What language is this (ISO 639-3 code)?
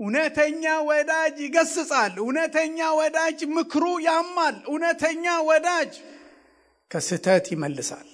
amh